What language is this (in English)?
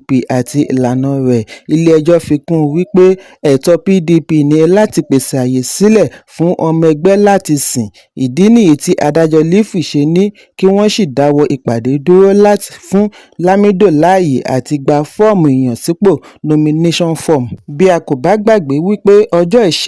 Yoruba